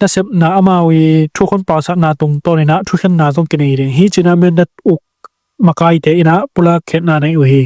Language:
Tedim Chin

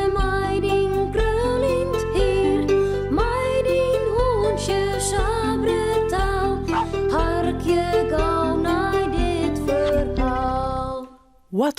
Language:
Western Frisian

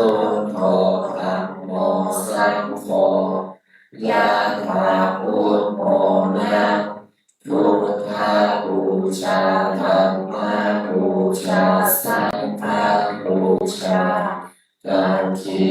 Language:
Pali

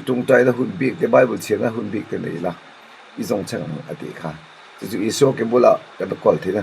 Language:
Mizo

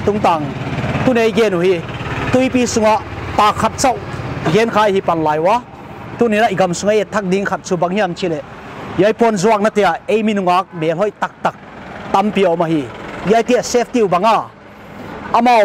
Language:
Paite Chin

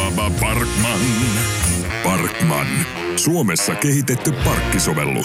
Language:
Finnish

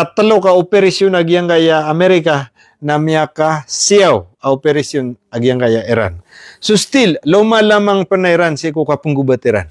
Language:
Maranao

